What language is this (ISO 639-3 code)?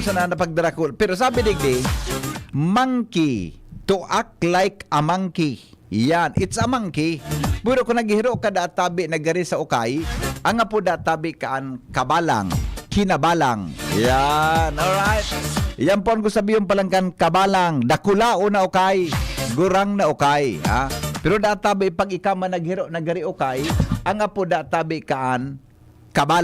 bik